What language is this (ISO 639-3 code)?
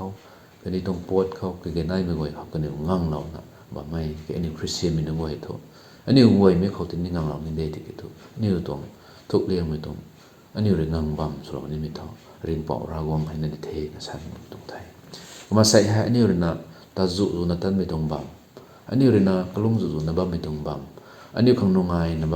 nbu